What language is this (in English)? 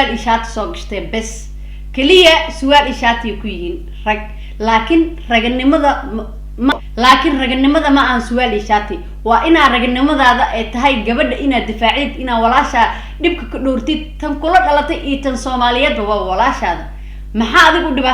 Somali